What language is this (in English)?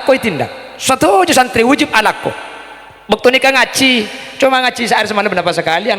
Madurese